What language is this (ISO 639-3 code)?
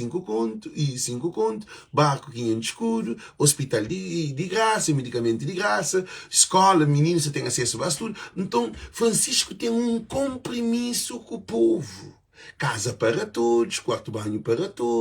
kea